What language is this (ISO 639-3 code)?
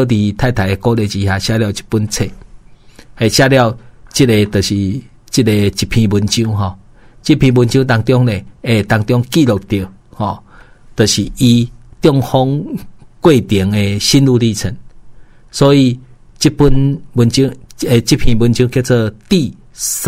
nan